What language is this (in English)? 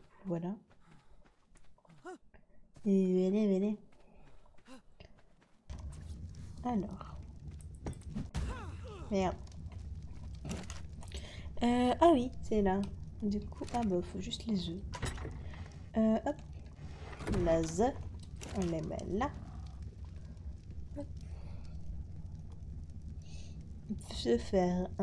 French